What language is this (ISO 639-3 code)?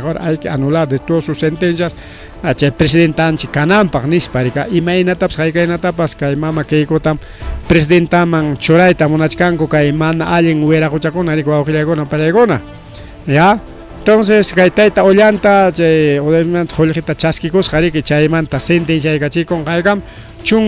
quy